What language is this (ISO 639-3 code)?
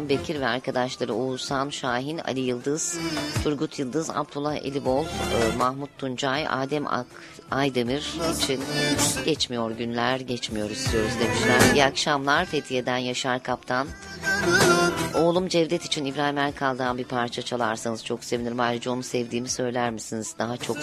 tur